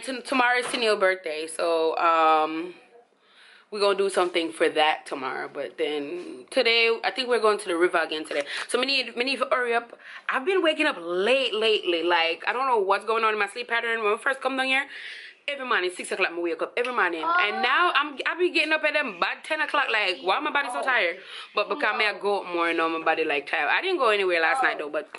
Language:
Jamaican Creole English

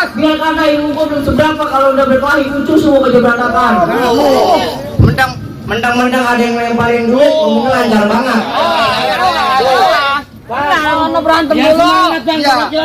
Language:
Betawi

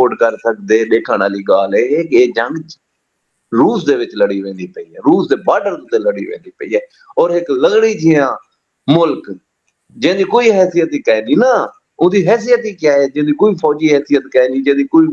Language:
Saraiki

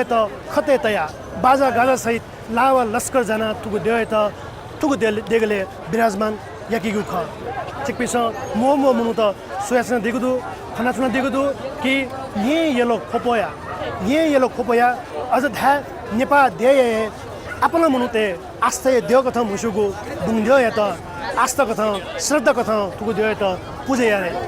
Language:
Newari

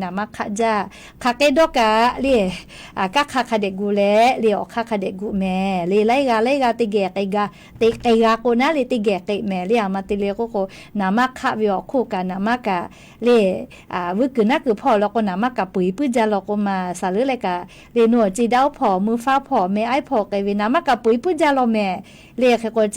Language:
Lahu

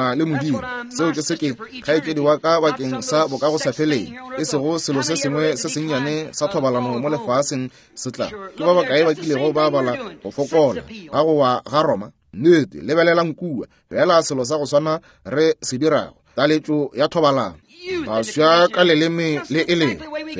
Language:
Northern Sotho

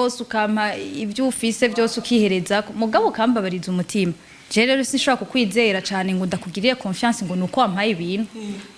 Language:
Rundi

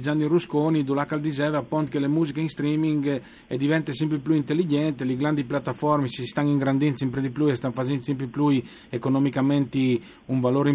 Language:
Friulian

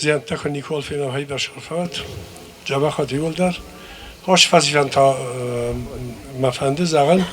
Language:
Ossetic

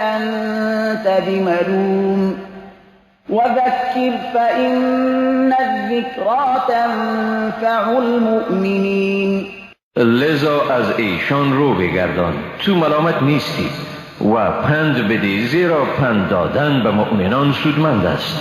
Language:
Persian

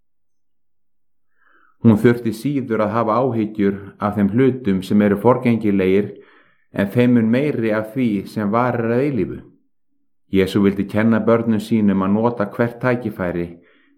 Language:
Icelandic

